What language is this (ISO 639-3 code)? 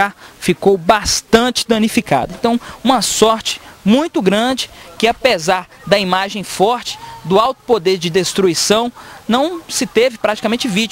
por